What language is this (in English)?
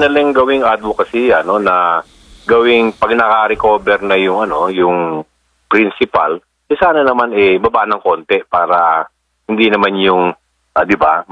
Filipino